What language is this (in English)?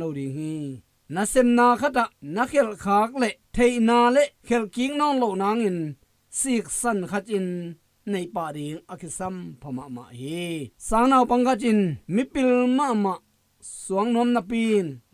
Tedim Chin